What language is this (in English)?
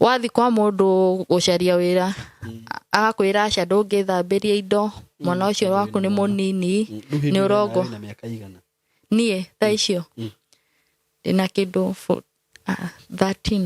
Kikuyu